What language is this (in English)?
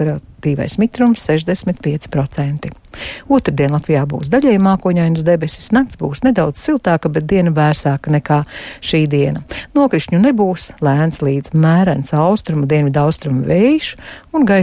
Latvian